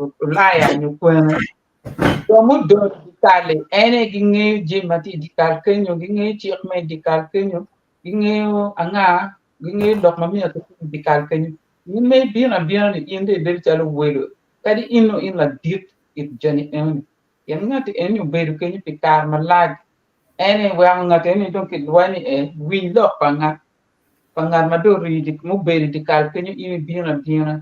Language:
Acoli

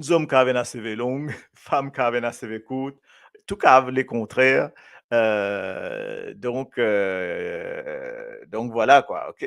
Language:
Morisyen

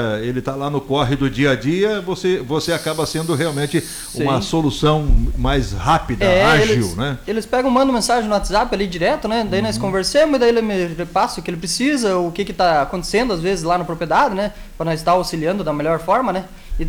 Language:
Portuguese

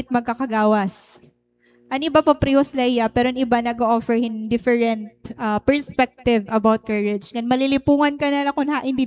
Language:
Waray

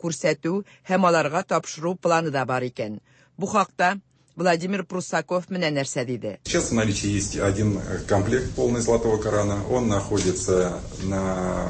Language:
Tatar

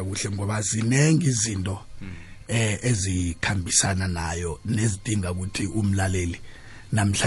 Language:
South Ndebele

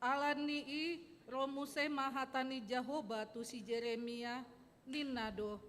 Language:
Batak Toba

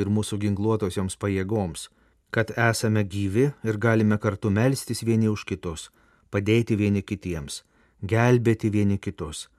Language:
Lithuanian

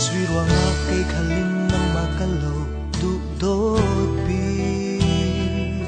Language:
Falam Chin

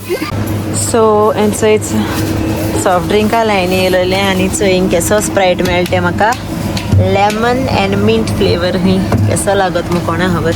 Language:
Konkani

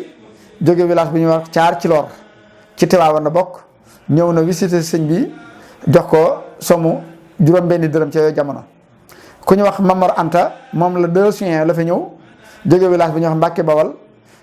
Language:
Wolof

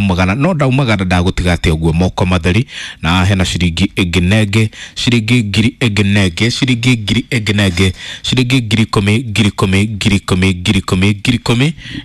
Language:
Kikuyu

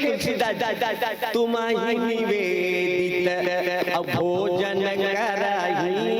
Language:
Chhattisgarhi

